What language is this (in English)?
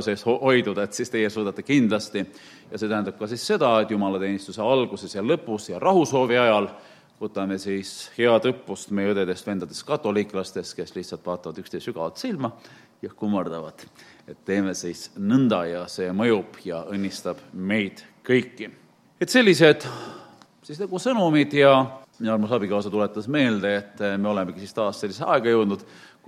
Estonian